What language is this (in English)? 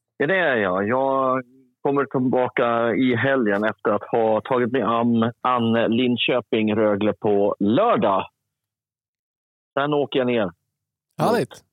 Swedish